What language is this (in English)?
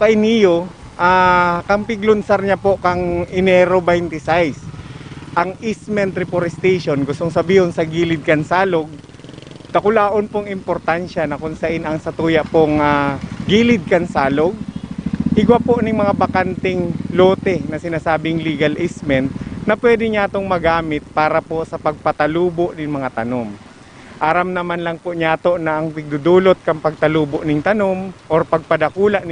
Bikol